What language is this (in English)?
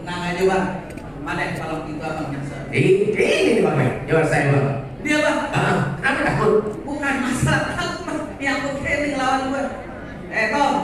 Betawi